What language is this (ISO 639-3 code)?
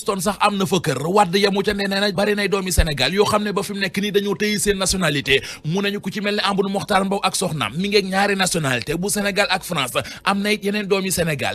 wol